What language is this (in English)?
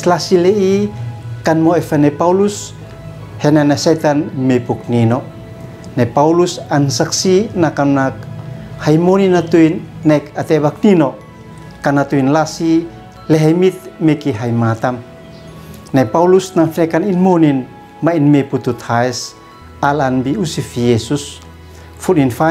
Uab Meto